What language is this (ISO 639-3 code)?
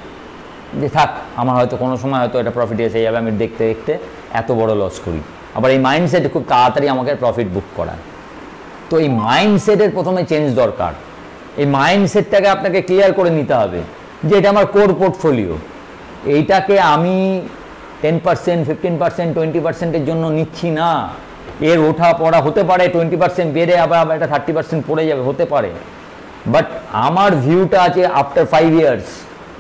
ben